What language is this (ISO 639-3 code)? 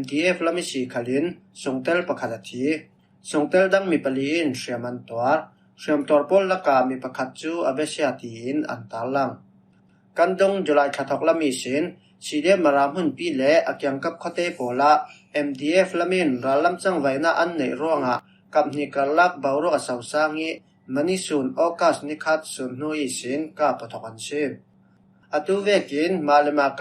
cfm